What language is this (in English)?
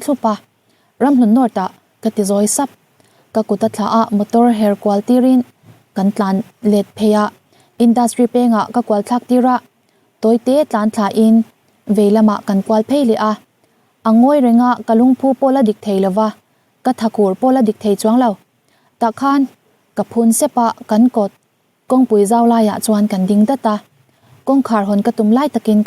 Mizo